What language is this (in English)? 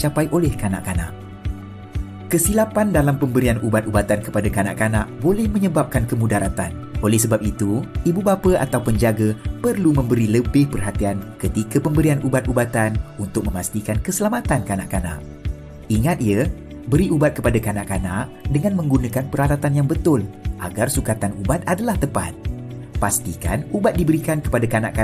Malay